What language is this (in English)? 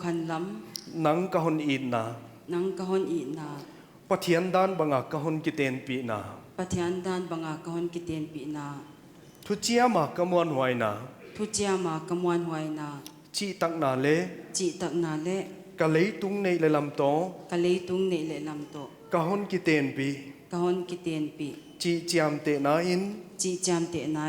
Paite Chin